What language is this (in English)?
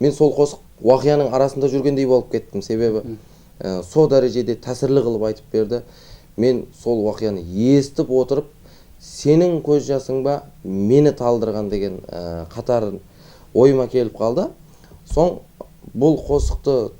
Kara-Kalpak